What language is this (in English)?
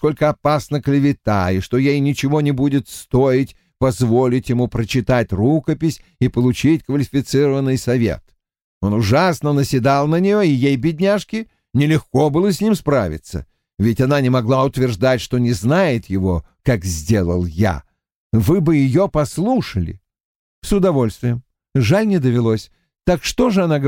Russian